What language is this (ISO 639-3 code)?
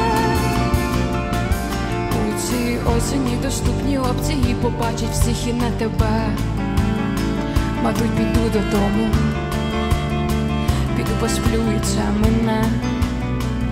ukr